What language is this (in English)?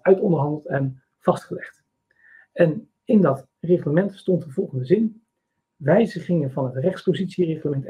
Dutch